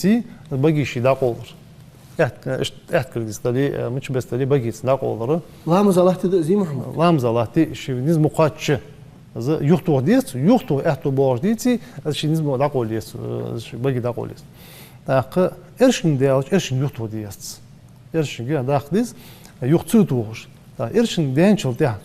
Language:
Ingush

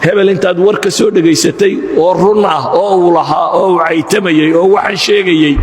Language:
Somali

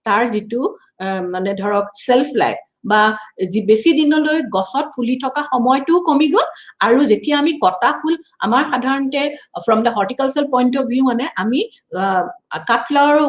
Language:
Assamese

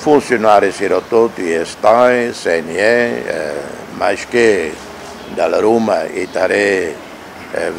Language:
Tetum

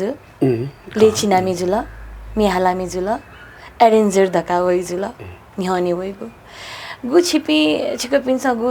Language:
Newari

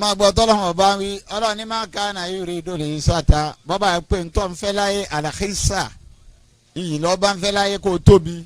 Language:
Yoruba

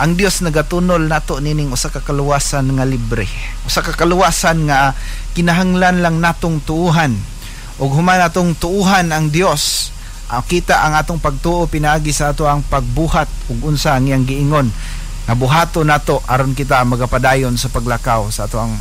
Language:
Cebuano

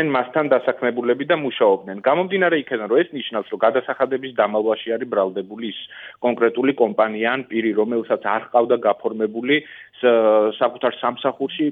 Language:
Georgian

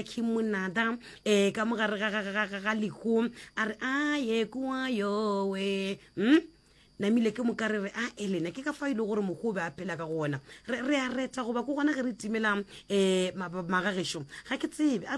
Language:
Northern Sotho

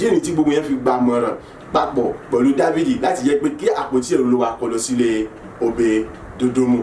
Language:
Yoruba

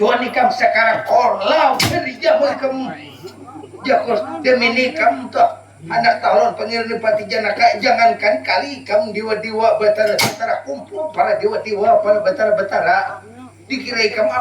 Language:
Banjar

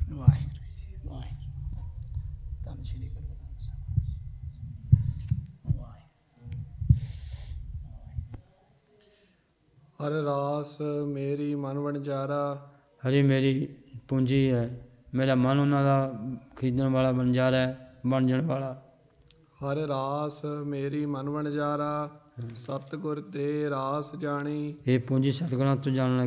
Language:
Punjabi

